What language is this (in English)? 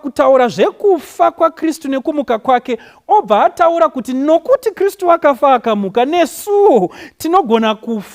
Shona